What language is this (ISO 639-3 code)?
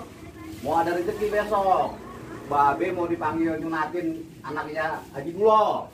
bew